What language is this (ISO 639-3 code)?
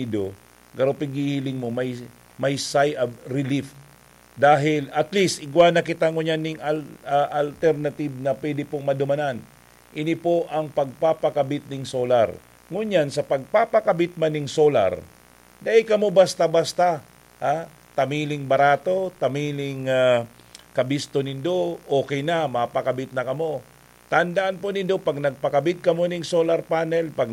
bik